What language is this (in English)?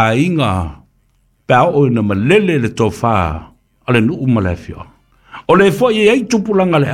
Samoan